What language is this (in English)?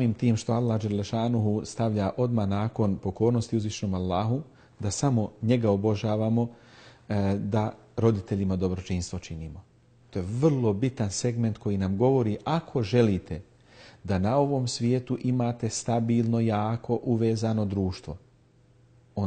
Bosnian